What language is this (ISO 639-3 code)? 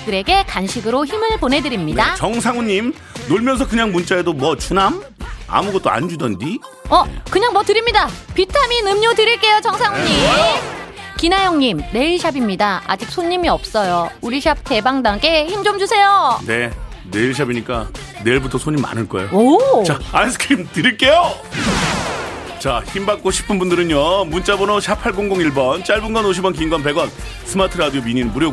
kor